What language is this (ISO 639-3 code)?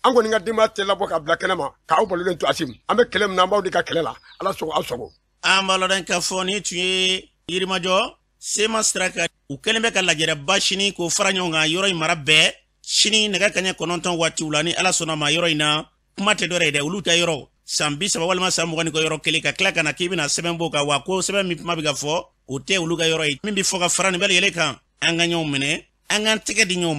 bam